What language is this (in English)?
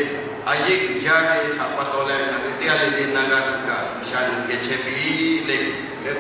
Lahu